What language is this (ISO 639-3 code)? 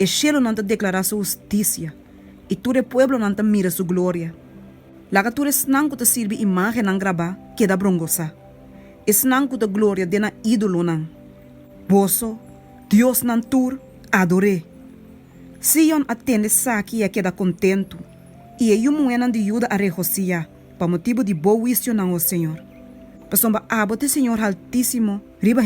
pap